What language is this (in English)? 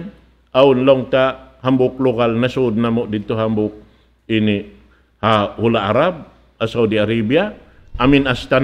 Tausug